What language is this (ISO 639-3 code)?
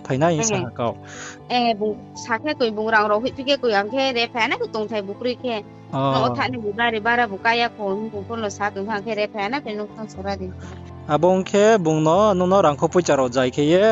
ria